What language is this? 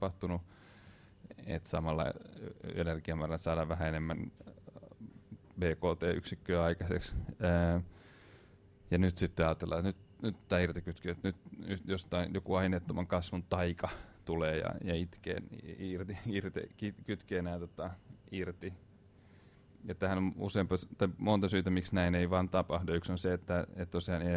Finnish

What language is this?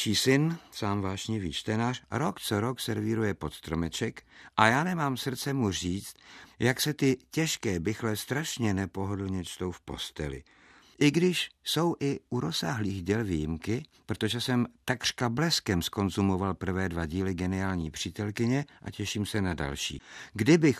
Czech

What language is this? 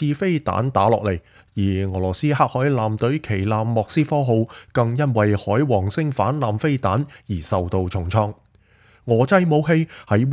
Cantonese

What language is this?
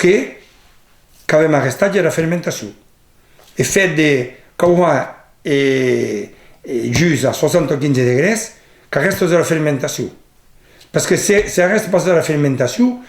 Occitan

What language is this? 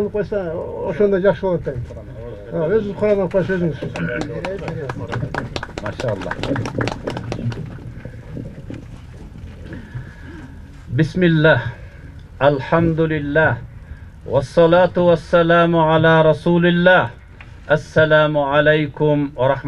Kyrgyz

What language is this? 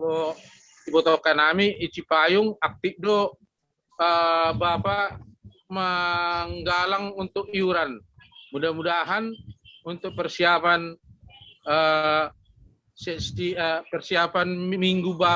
Batak Simalungun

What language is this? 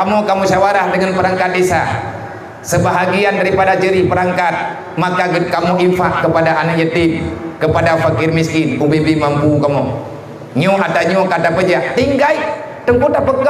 Achinese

